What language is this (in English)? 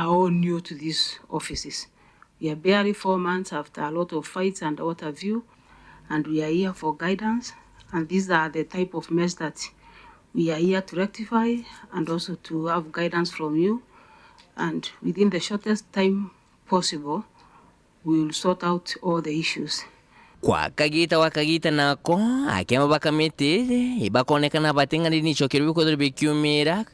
Meru